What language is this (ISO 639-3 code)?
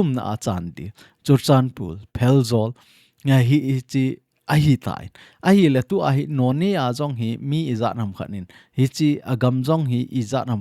tcz